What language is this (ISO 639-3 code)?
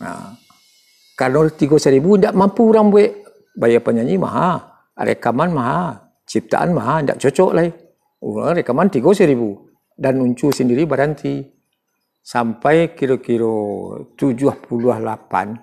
min